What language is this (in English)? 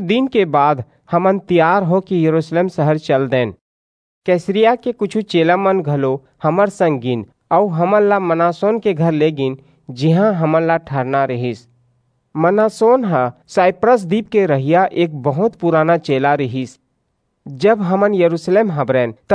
Chhattisgarhi